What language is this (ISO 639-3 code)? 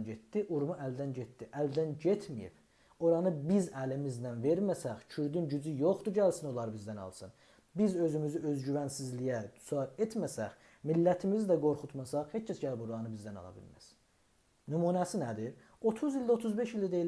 azb